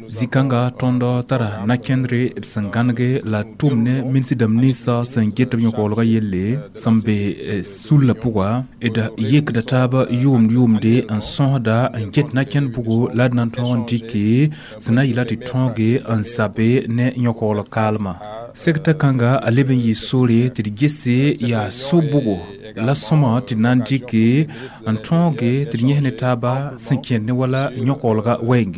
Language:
Mossi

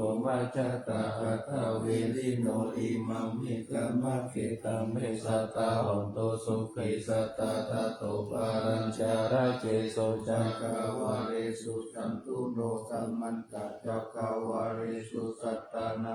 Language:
Pali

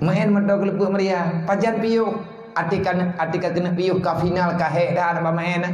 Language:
Achinese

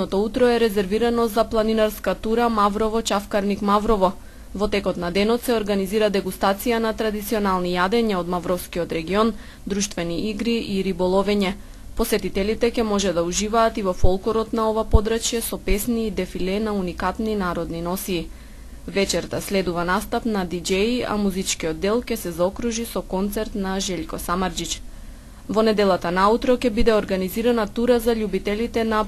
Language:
Macedonian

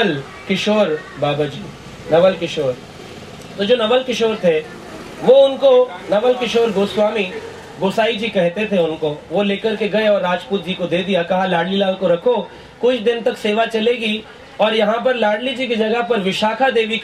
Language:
Hindi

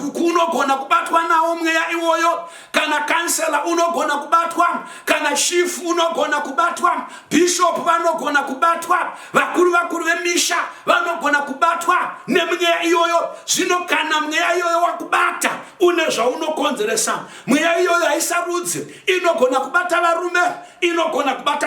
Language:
Shona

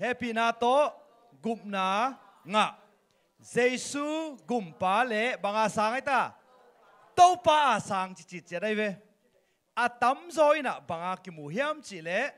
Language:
Tedim Chin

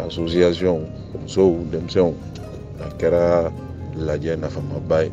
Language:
Bambara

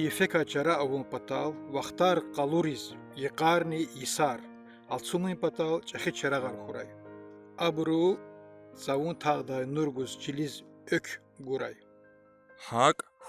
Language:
Lezghian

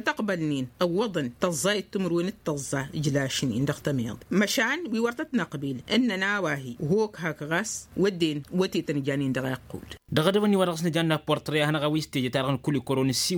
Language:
Tamasheq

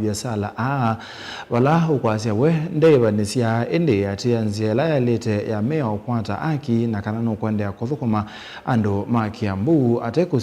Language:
Kamba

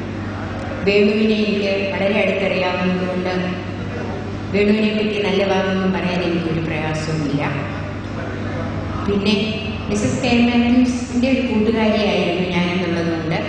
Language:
Malayalam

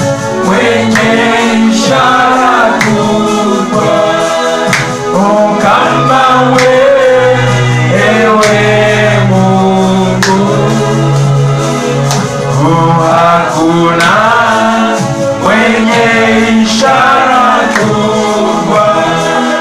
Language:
Swahili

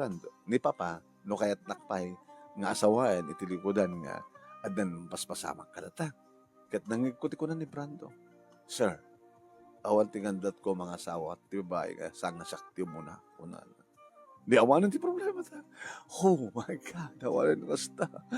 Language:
Iloko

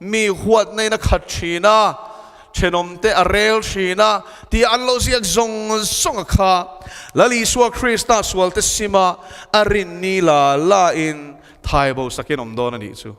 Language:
Mizo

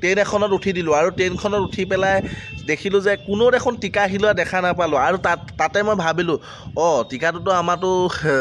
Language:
Assamese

